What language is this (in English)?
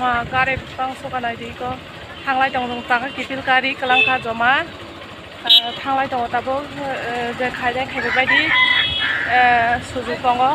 Kok Borok